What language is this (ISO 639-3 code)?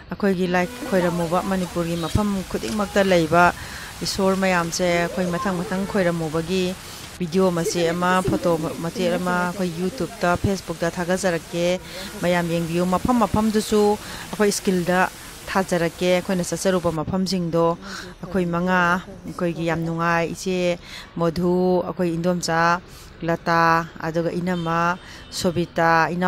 mni